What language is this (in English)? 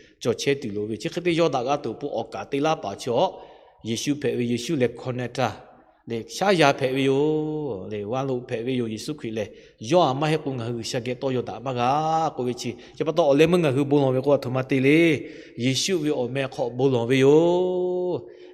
Lahu